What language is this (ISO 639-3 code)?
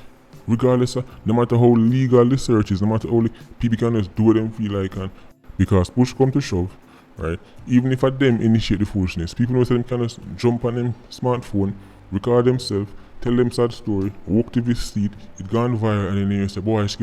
jam